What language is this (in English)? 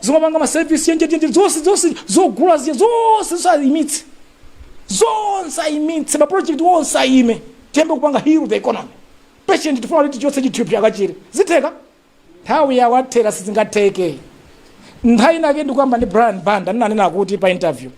Nyanja